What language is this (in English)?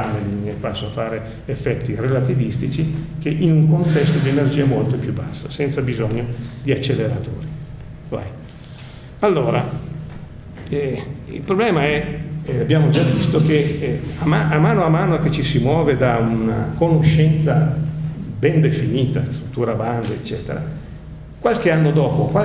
Italian